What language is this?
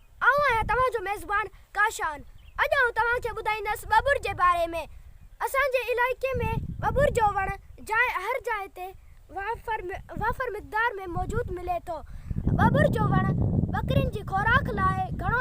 Sindhi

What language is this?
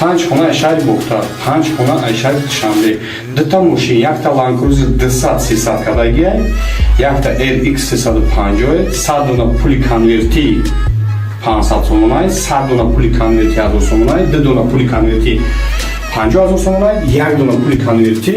Tajik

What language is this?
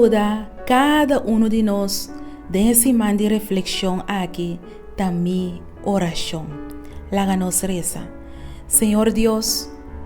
Papiamento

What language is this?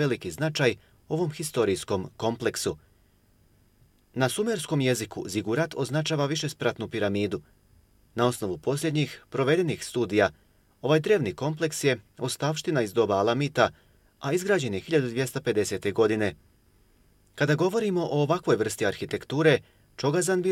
Bosnian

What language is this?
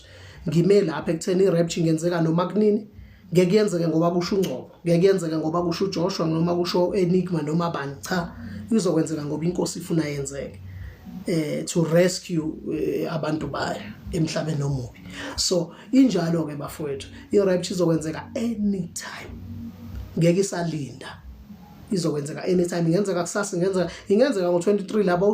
Zulu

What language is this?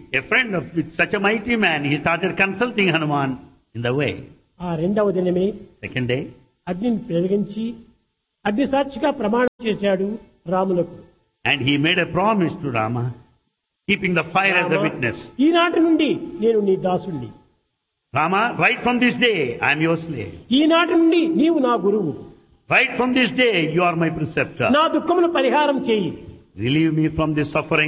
Telugu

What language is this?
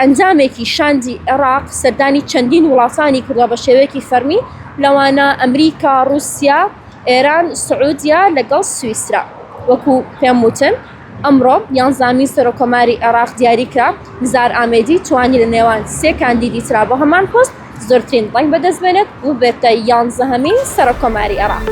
Central Kurdish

